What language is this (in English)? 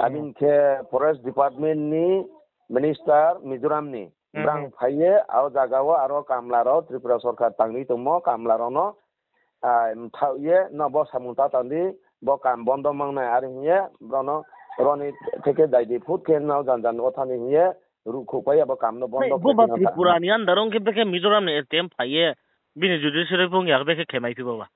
Riang (India)